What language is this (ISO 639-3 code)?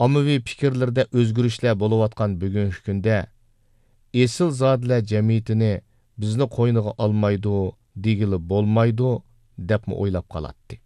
uig